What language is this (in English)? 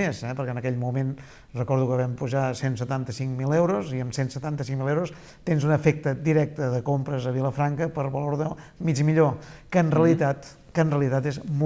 Catalan